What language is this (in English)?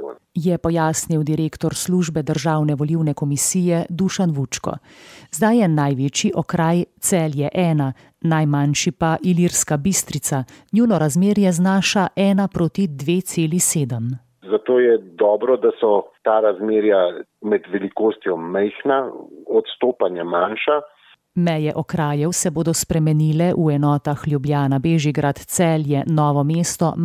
Slovenian